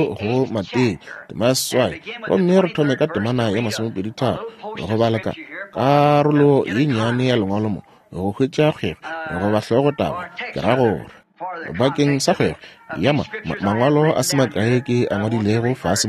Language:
Northern Sotho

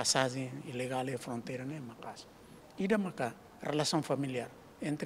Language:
Tetum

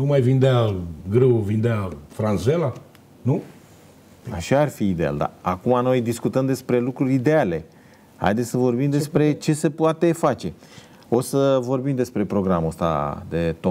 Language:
Romanian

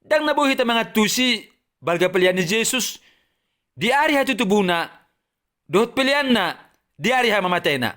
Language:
Batak Toba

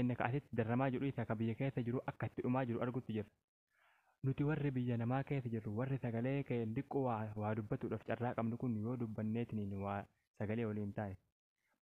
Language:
Oromo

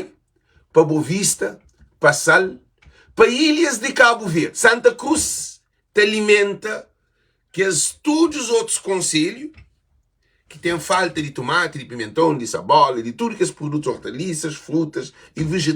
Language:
Kabuverdianu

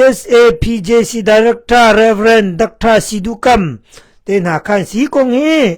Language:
Hakha Chin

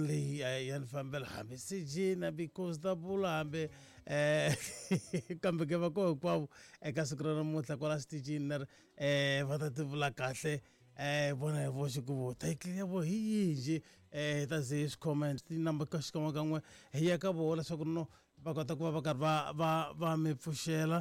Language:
Tsonga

